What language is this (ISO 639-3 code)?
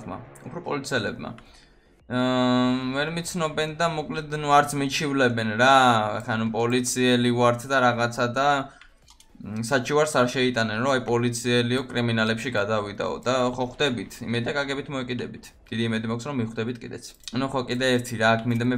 kat